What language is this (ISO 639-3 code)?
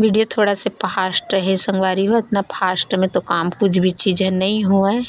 hne